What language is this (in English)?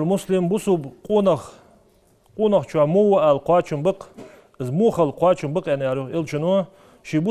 Ingush